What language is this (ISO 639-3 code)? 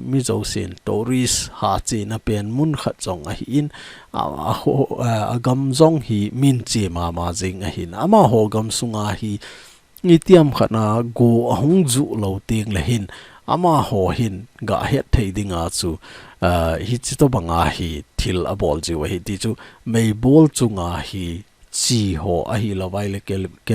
tcz